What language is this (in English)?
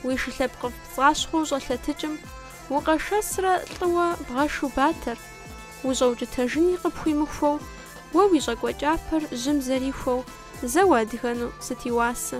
Kabardian